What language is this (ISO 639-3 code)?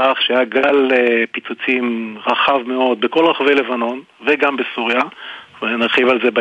heb